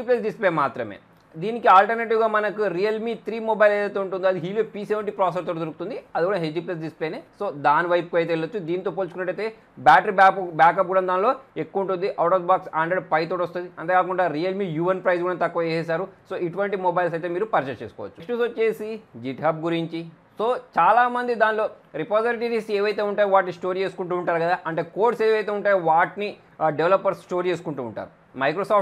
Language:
Telugu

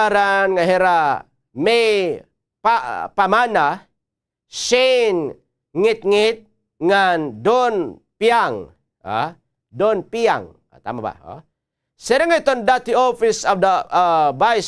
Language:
Waray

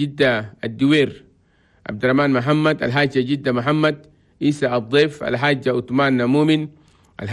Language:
Chadian Arabic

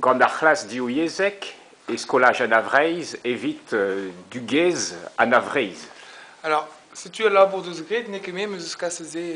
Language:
Breton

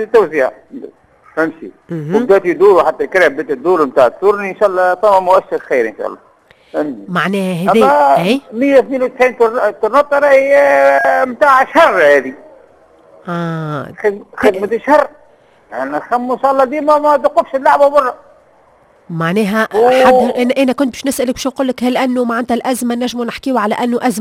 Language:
Tunisian Arabic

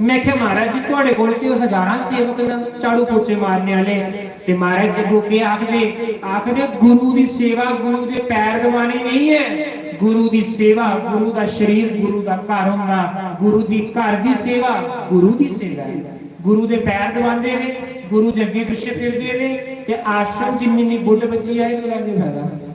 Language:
Dogri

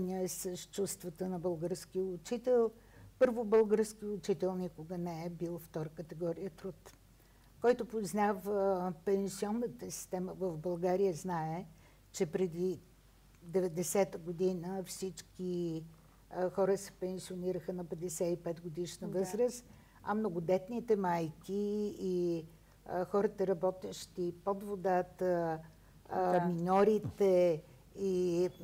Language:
Bulgarian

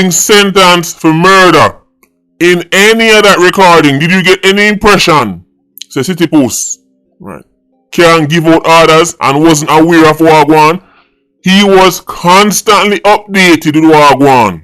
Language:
Jamaican Creole English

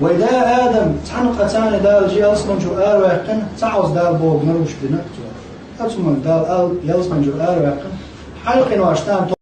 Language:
Chechen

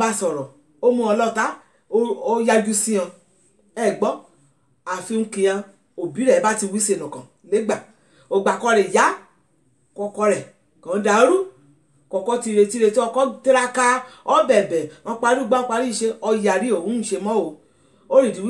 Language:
Yoruba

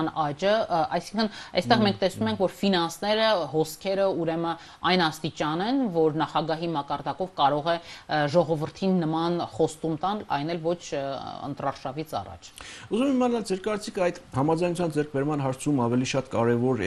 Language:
Armenian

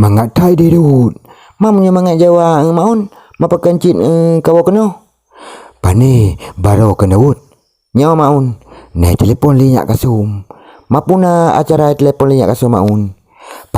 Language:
Achinese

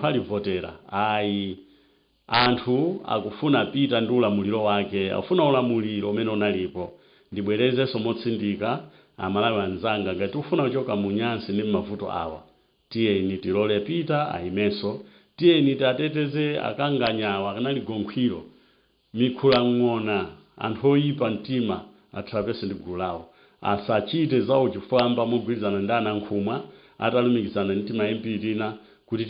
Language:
Nyanja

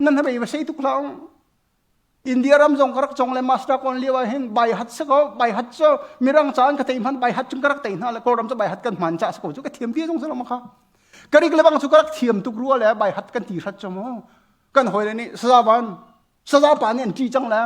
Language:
Hakha Chin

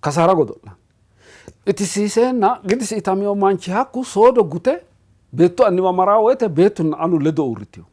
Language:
Sidamo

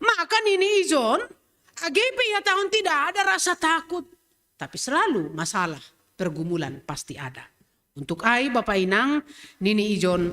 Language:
Batak Simalungun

